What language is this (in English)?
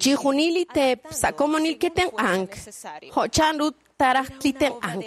Kekchí